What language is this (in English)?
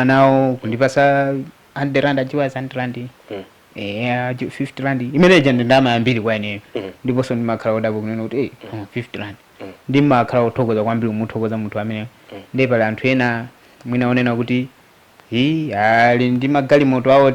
Nyanja